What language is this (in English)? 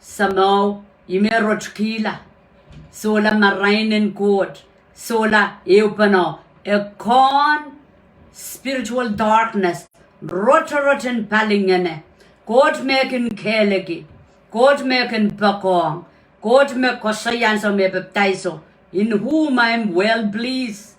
Pohnpeian